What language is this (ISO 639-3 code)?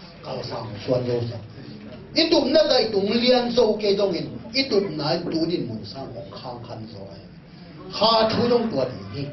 ctd